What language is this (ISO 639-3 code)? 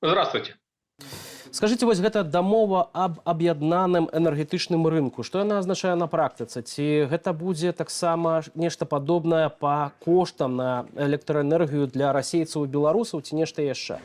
bel